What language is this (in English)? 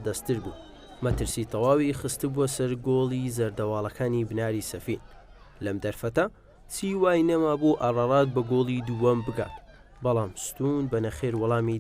Central Kurdish